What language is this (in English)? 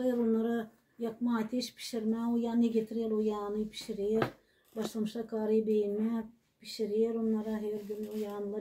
Gagauz